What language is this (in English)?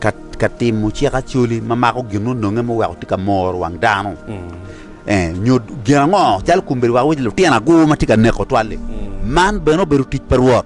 Acoli